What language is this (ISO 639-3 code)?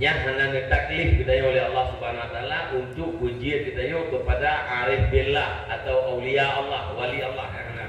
ace